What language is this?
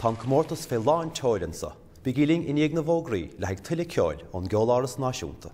Irish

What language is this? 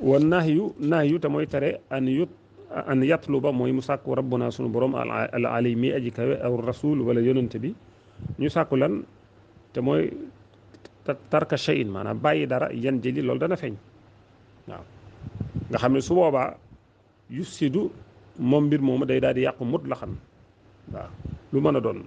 Wolof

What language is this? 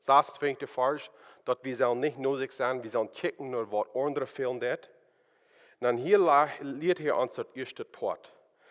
Plautdietsch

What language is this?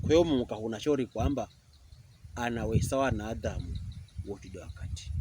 Pokomo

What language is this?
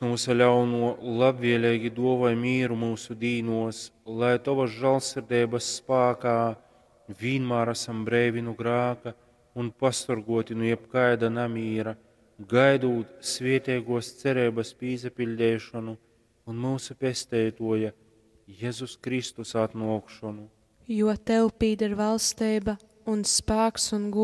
Latgalian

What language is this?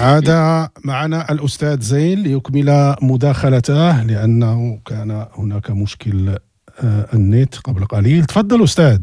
Moroccan Arabic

